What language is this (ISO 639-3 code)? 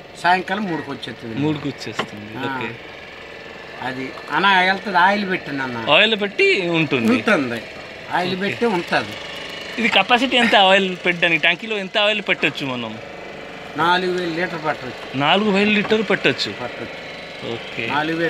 tel